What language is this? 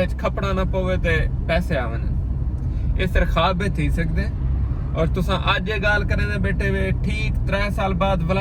Saraiki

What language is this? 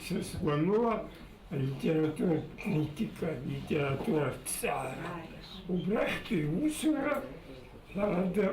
Abkhazian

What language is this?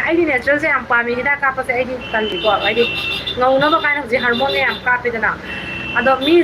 Manipuri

